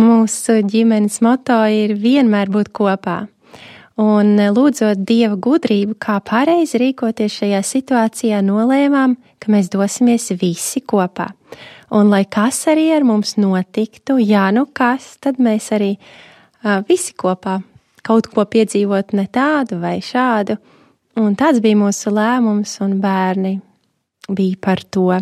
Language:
Latvian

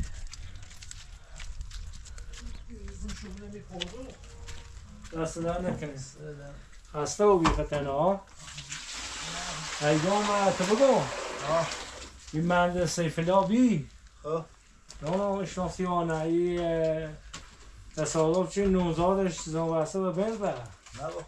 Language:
Persian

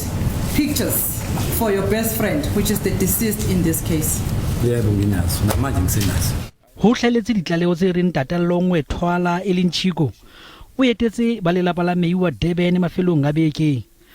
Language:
Southern Sotho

